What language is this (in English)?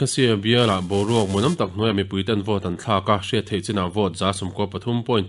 Mizo